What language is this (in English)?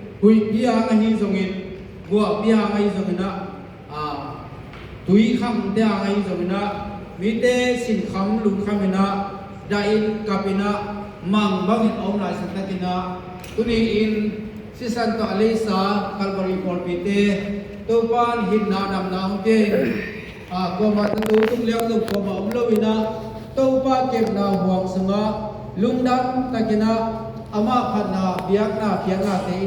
Tedim Chin